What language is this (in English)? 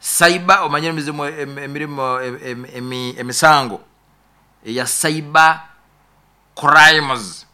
Nyoro